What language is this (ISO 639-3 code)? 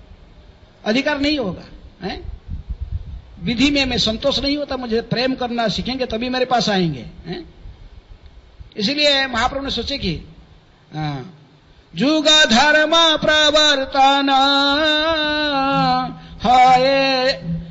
hin